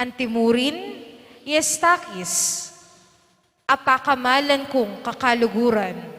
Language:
Pampanga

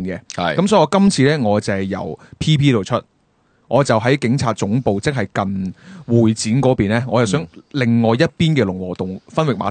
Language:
Cantonese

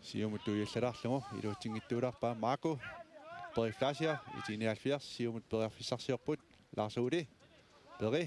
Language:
Kalaallisut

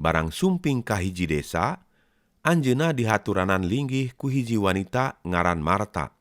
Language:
Sundanese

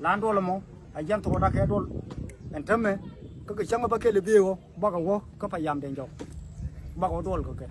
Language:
Nuer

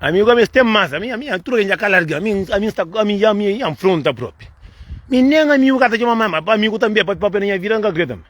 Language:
Kabuverdianu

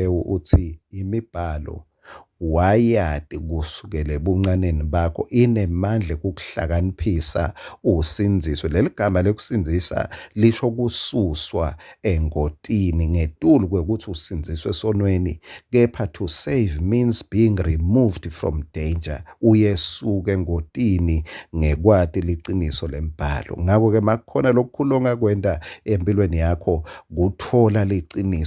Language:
Swati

